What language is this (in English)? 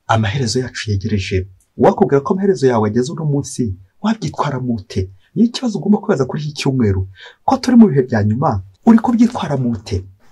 Kinyarwanda